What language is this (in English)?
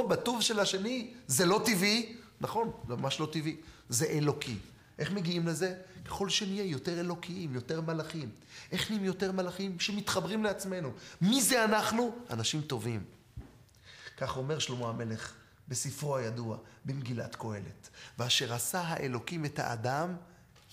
Hebrew